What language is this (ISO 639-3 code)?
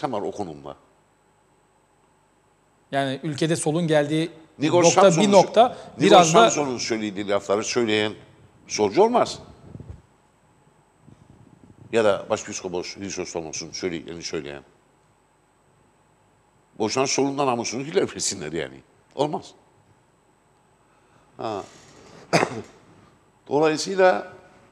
tur